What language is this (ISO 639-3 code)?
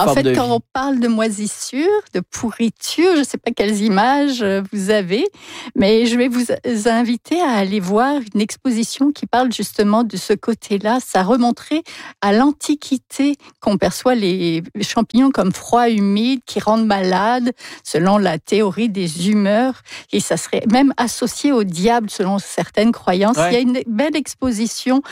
fra